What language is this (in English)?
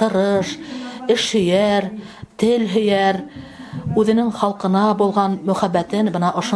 Bashkir